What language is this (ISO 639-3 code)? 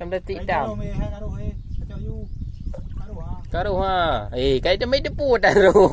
ace